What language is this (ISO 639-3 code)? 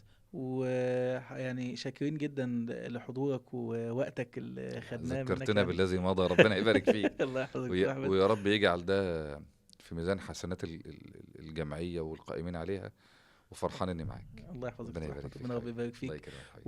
arz